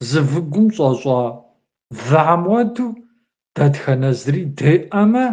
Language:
Kabardian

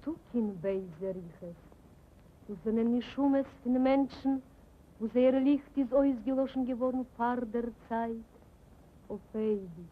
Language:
Yiddish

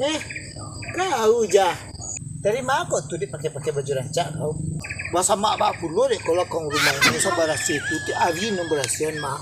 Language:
Minangkabau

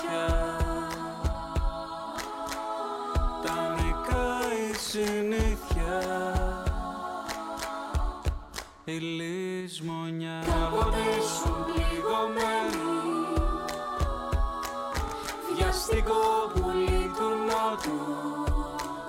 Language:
Greek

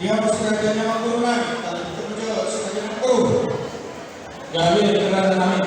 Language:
Batak Toba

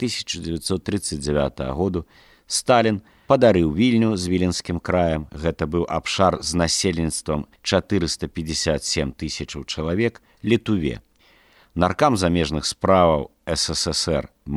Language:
Belarusian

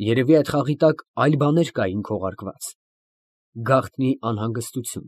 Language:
Armenian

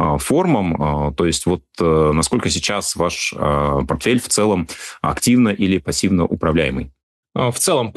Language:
Russian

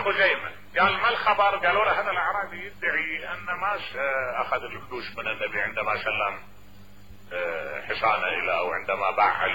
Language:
Mesopotamian Arabic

